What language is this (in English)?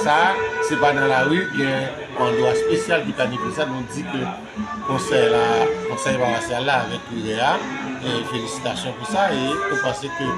Haitian Creole